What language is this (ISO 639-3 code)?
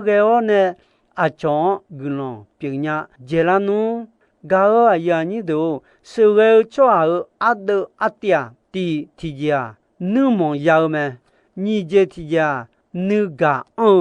ahk